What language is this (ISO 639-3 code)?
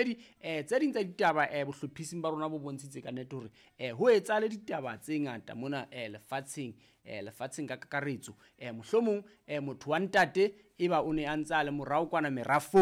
sot